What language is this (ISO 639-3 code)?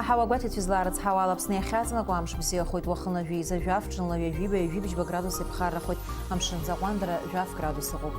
abk